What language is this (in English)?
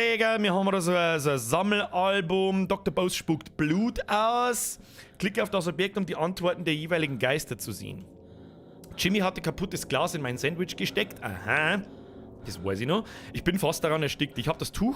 Bavarian